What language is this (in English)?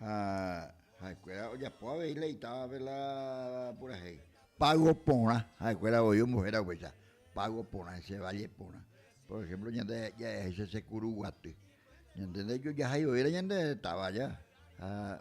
Guarani